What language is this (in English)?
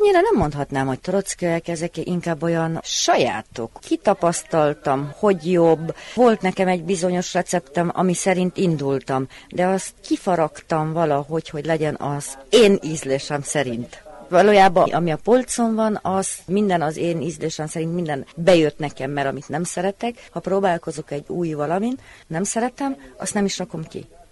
Hungarian